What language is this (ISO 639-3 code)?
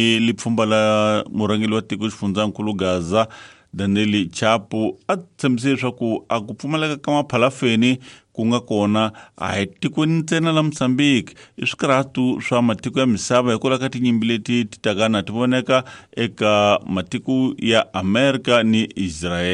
tso